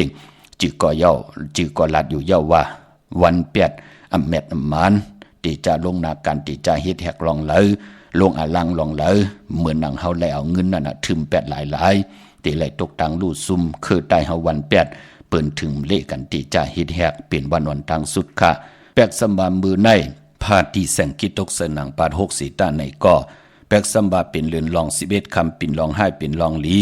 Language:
Shan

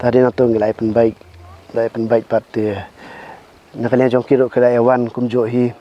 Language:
Khasi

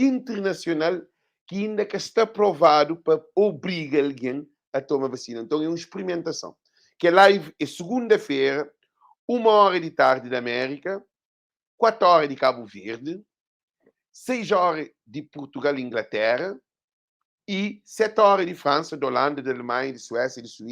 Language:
Kabuverdianu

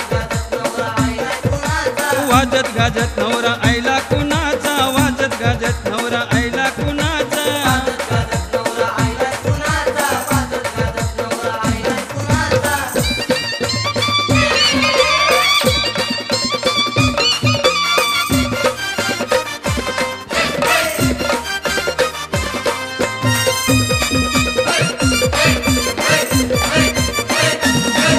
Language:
Marathi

